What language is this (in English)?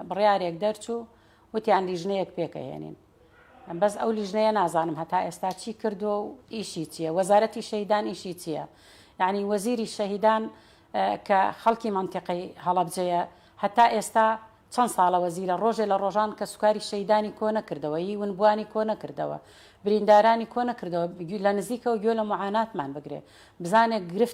Central Kurdish